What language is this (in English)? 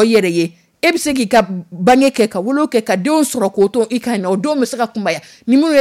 Dyula